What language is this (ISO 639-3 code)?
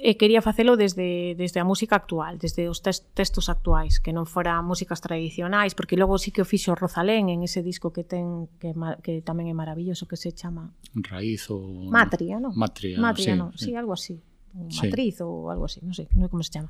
glg